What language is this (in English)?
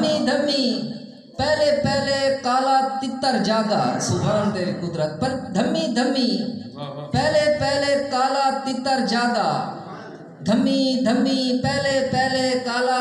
Saraiki